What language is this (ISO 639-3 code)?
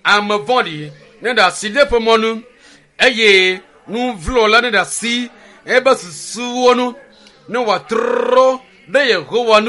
ewe